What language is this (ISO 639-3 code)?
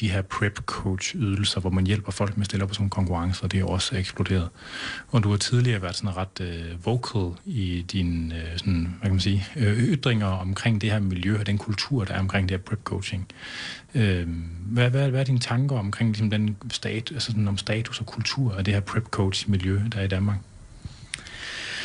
dan